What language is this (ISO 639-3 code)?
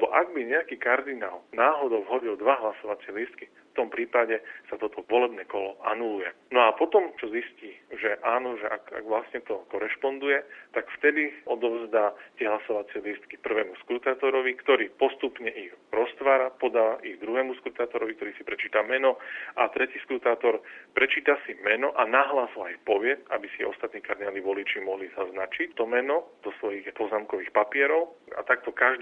slk